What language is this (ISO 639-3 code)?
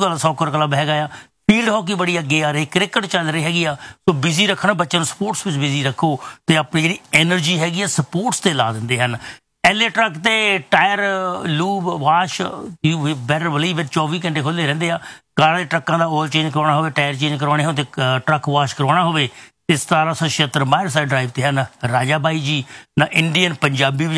pan